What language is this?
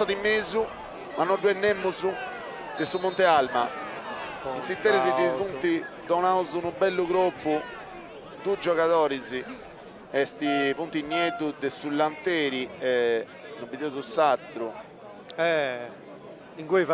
Sardinian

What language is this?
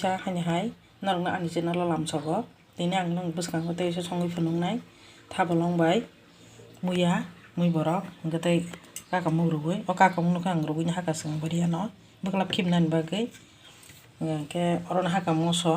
Kok Borok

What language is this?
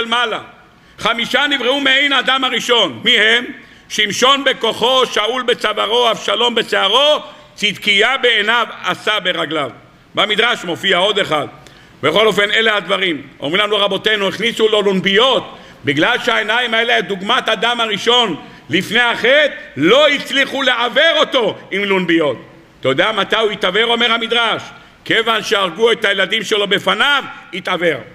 Hebrew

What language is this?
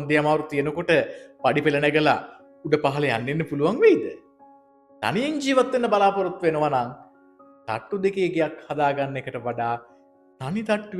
Sinhala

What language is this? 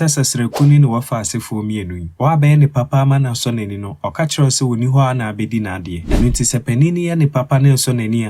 Akan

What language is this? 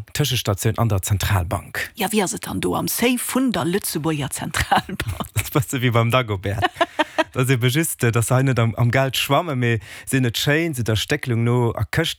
Luxembourgish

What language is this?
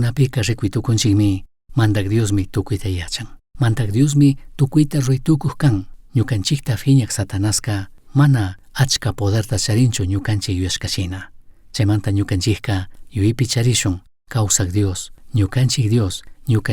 Chimborazo Highland Quichua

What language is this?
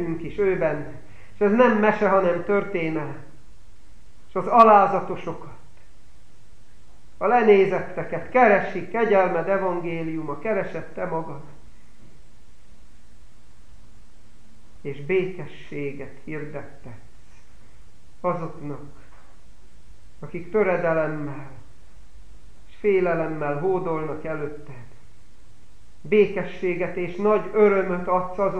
Hungarian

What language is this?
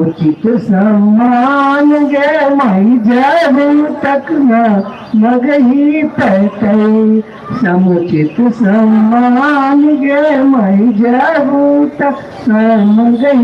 Magahi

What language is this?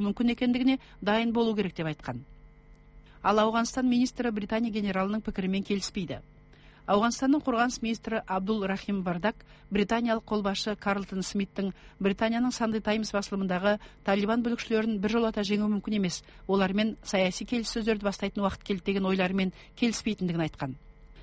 Kazakh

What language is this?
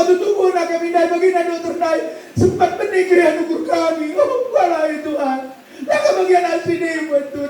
Batak Karo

